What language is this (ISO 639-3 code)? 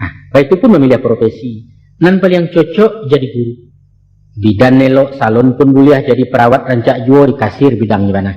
min